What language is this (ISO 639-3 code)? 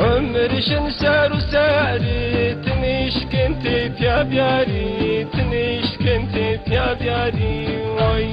zza